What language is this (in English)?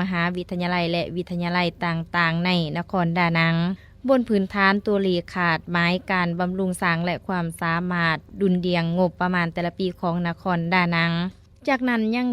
Lao